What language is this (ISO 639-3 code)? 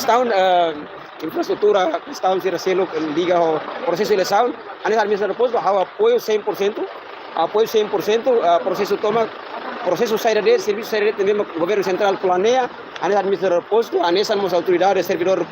tet